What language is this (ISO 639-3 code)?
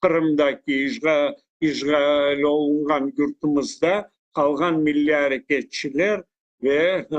crh